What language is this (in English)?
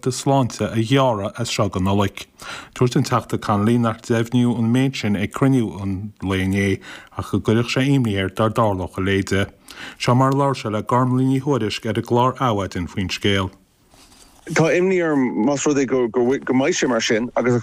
Irish